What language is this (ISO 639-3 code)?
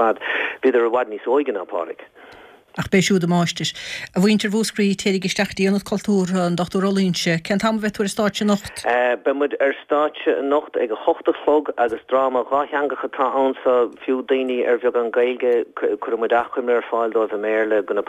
gle